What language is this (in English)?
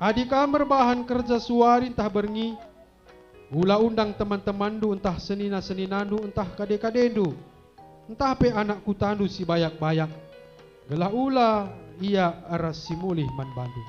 Batak Karo